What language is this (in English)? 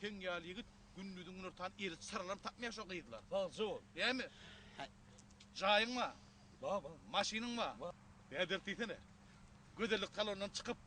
Turkmen